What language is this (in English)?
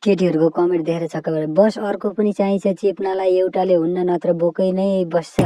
Nepali